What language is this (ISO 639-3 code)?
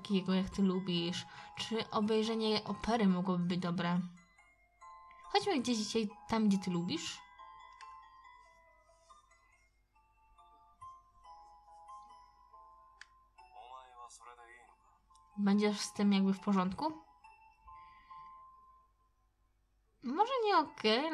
pol